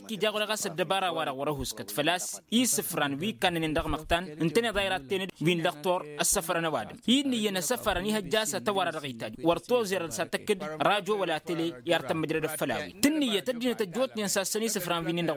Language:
Tamasheq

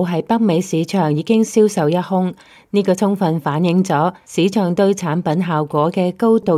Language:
Cantonese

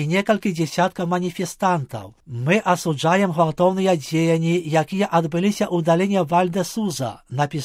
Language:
Belarusian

